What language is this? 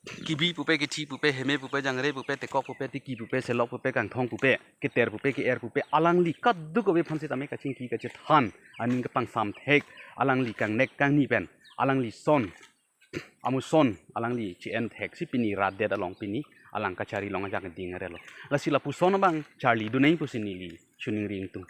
Karbi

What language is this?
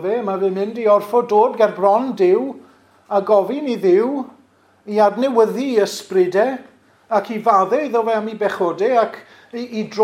Welsh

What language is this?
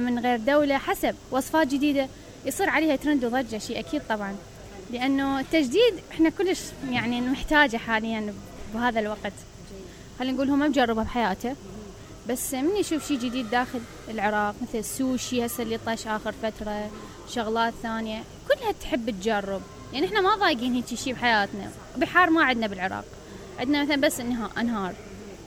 Mesopotamian Arabic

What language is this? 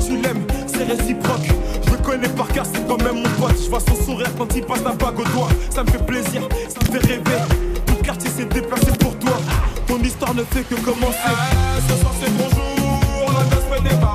French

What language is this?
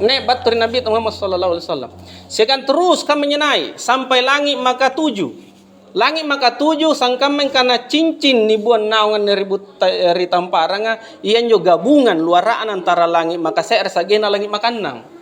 Makasar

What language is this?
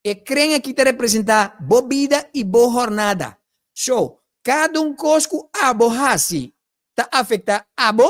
Papiamento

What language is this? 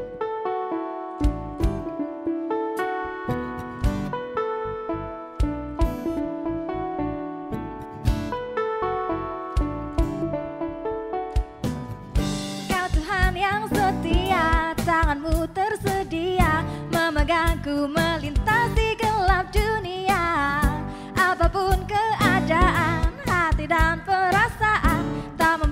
Indonesian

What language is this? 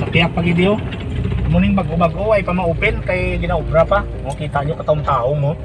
Hiligaynon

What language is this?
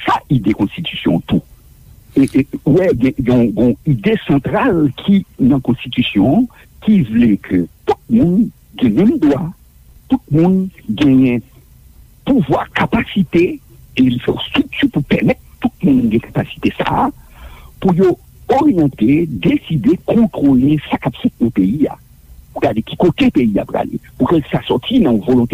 Haitian Creole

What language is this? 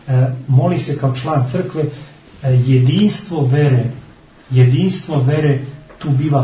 Serbian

